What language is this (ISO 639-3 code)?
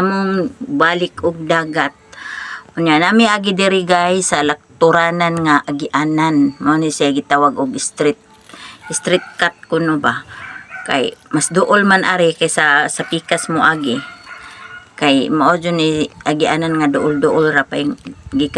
ceb